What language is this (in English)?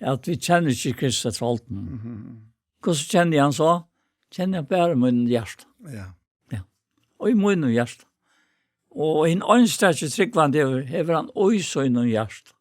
Faroese